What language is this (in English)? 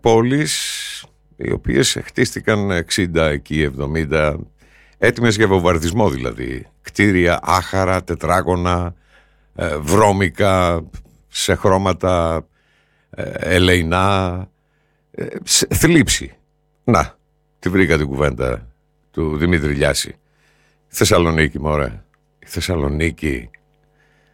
Greek